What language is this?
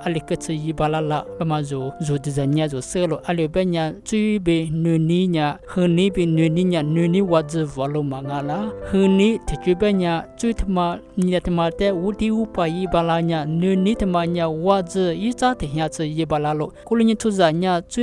Lisu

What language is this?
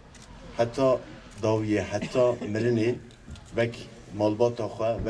Kurdish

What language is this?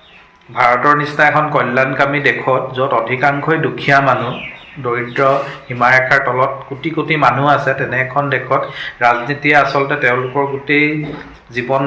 Assamese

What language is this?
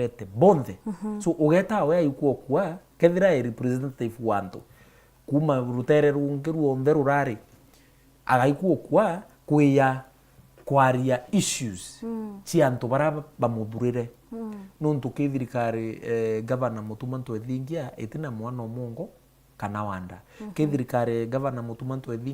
Meru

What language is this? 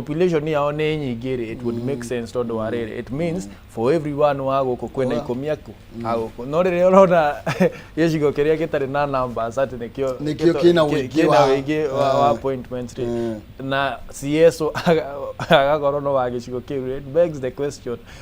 Kikuyu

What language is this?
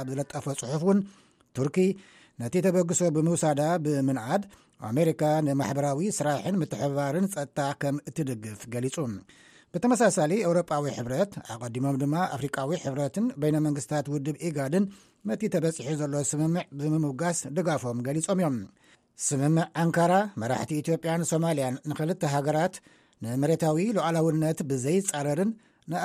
Tigrinya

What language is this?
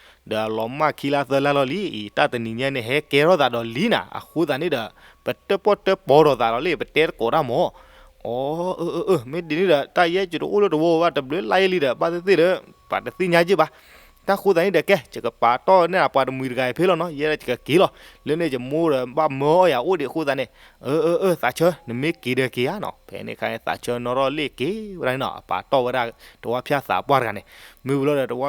S'gaw Karen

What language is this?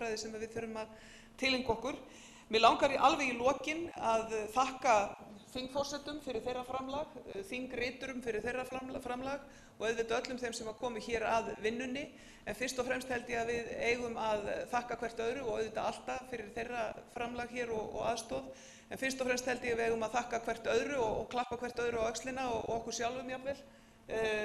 Icelandic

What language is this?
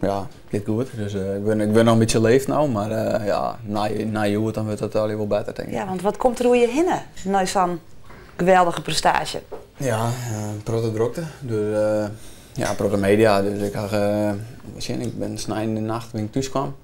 Western Frisian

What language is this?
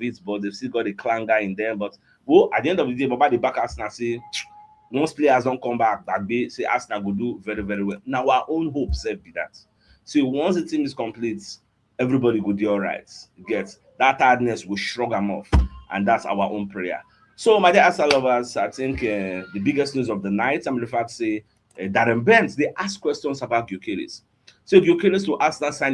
Nigerian Pidgin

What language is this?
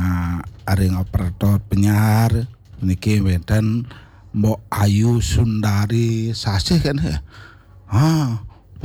Balinese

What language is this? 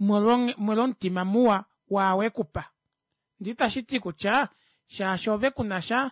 Kuanyama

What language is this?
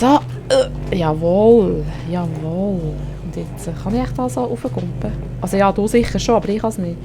Swiss German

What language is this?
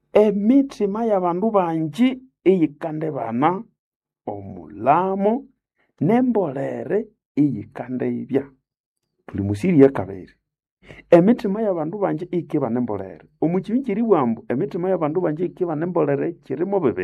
Nande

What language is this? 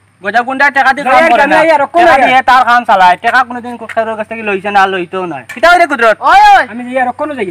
Sylheti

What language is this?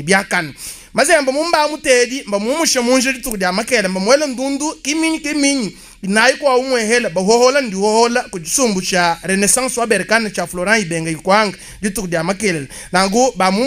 Luba-Lulua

